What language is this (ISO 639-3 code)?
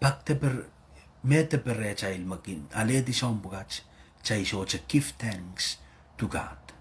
pon